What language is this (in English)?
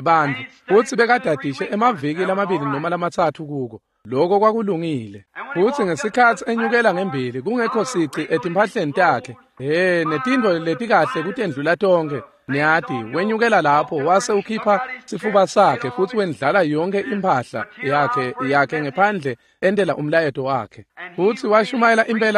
Swati